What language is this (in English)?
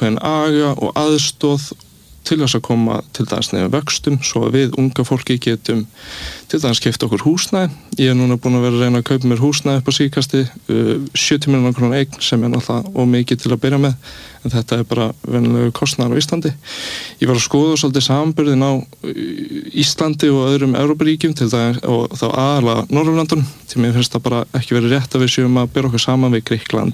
Icelandic